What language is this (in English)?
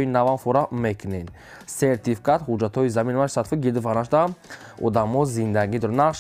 Tajik